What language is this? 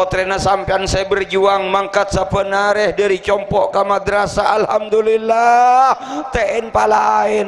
Madurese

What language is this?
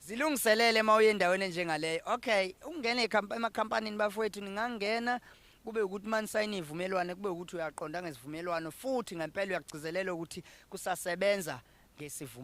Zulu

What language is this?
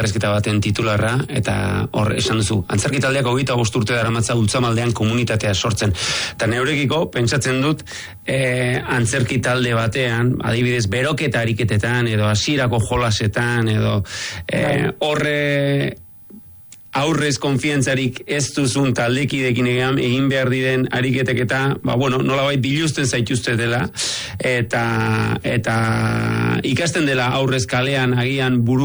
Basque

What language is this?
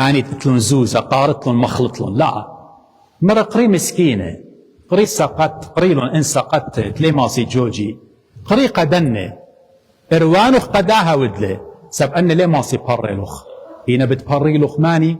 Assyrian Neo-Aramaic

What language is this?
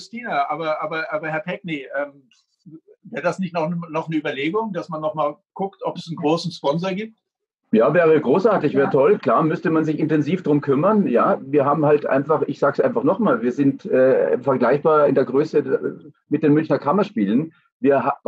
German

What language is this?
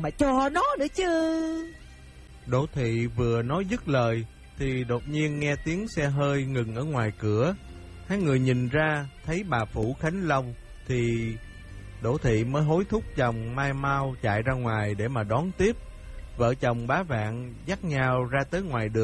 Vietnamese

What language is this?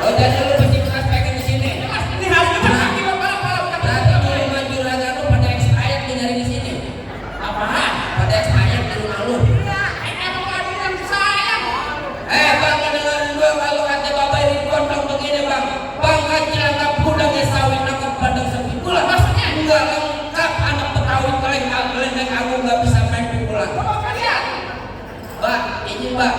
Betawi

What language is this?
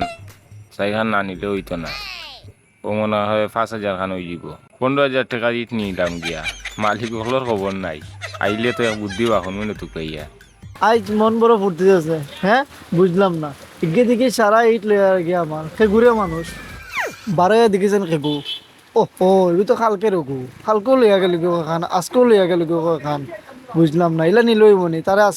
Sylheti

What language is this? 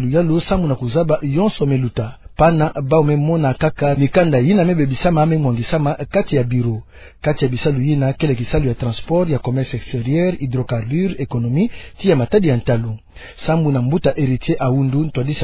Kituba (Democratic Republic of Congo)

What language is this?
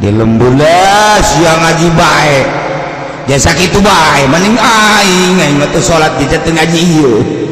Sundanese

